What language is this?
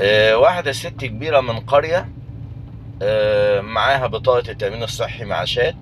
Egyptian Arabic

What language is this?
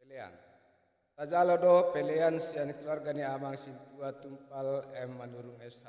Batak Toba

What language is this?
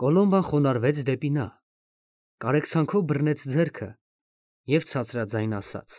Armenian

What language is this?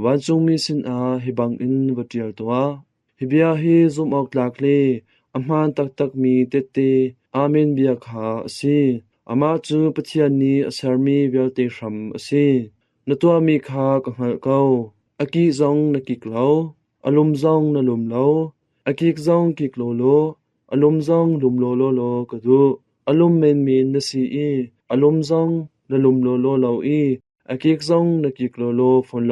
Hakha Chin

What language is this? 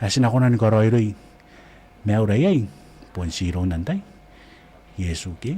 Gilbertese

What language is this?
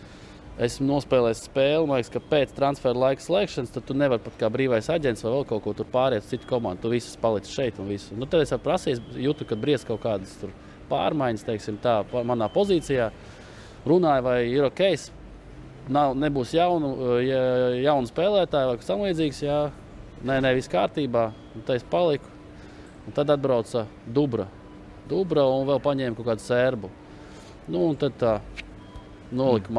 Latvian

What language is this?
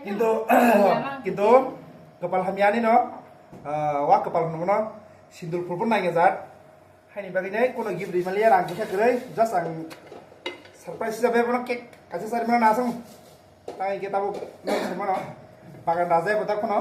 Kok Borok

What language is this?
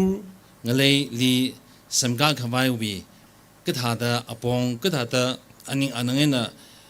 Tangkhul Naga (India)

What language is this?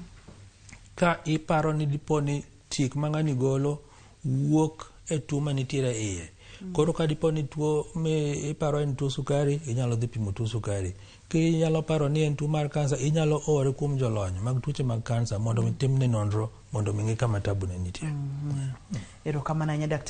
Luo (Kenya and Tanzania)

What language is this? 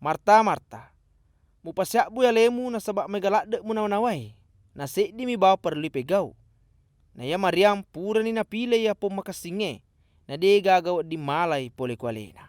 Buginese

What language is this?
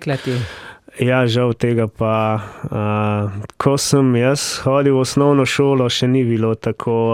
Slovenian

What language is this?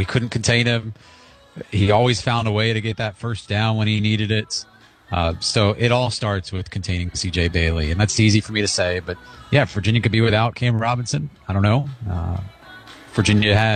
English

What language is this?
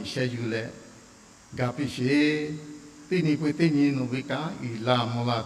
Lahu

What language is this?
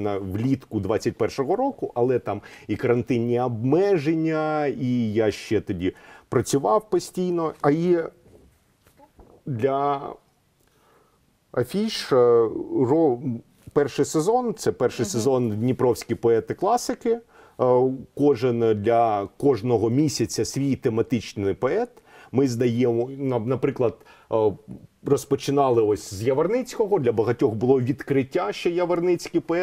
Ukrainian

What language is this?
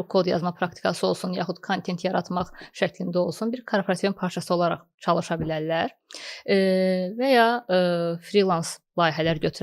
Azerbaijani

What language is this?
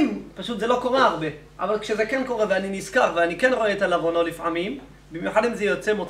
Hebrew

